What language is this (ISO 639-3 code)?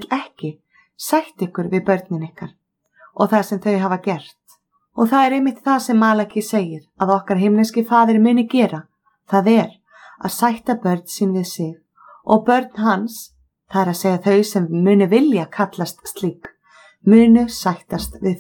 isl